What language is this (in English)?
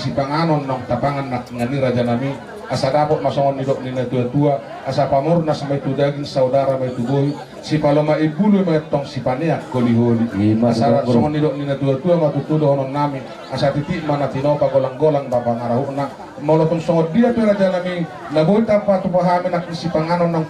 Batak Toba